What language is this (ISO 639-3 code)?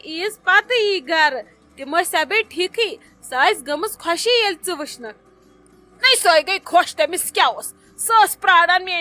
kas